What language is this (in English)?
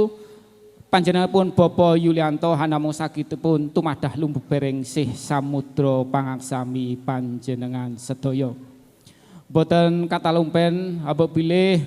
Javanese